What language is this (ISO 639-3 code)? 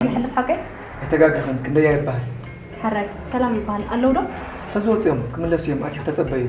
tir